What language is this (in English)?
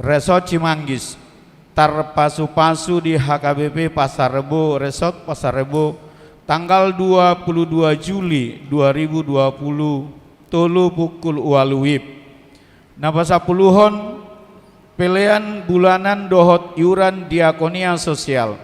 Batak Toba